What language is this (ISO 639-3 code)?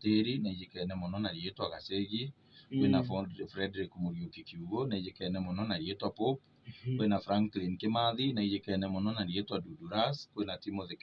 mer